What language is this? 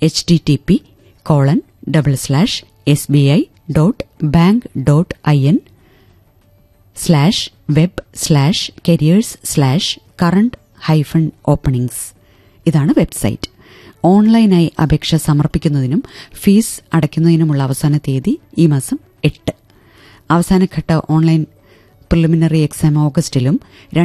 Malayalam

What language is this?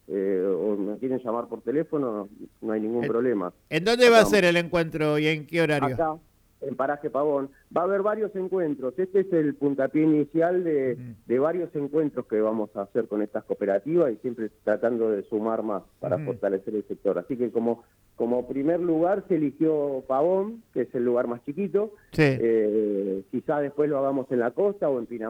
Spanish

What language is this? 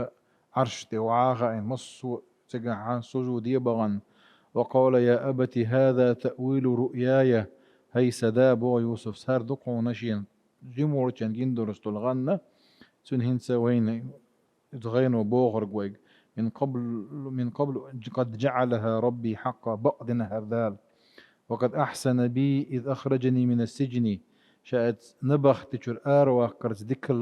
Chechen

